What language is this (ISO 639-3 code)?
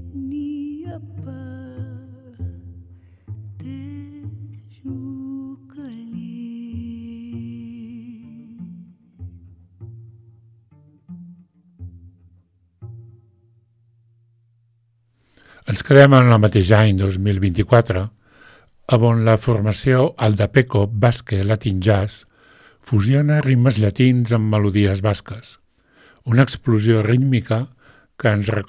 cat